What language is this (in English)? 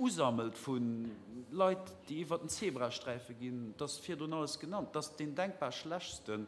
Luxembourgish